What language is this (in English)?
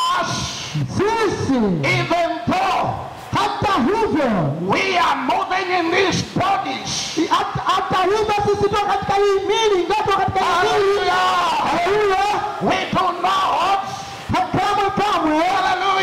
Swahili